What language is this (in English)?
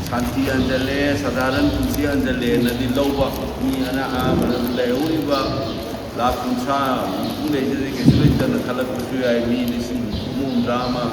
Manipuri